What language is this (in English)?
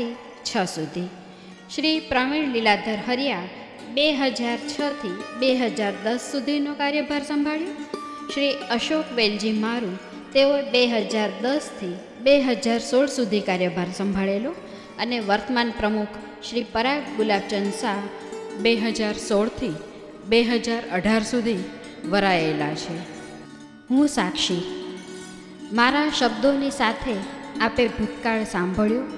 Gujarati